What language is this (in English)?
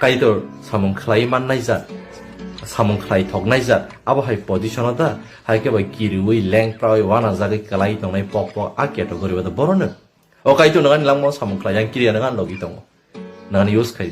Kok Borok